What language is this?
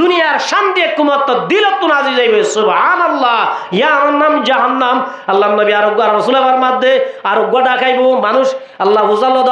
Rohingya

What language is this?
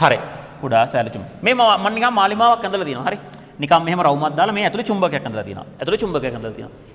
Sinhala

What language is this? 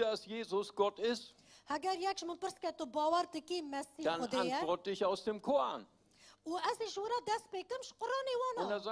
Kurdish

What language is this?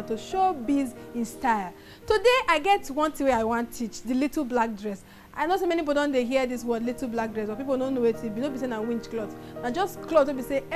Nigerian Pidgin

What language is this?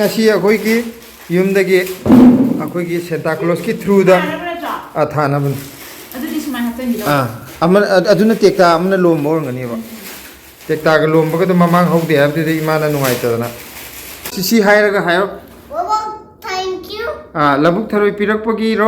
Manipuri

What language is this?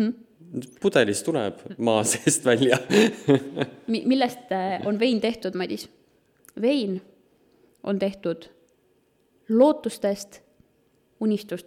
Estonian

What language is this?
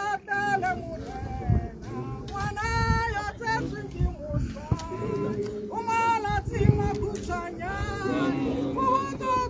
Tswana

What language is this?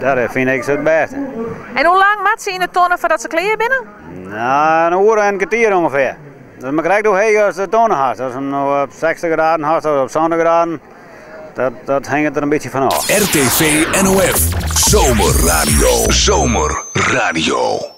Western Frisian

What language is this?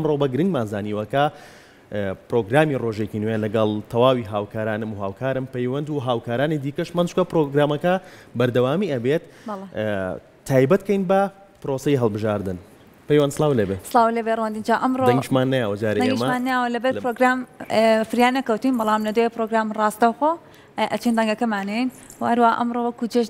Central Kurdish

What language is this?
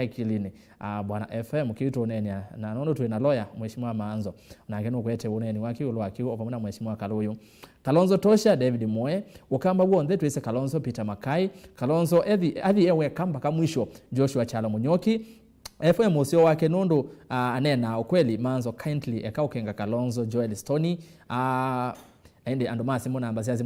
Kamba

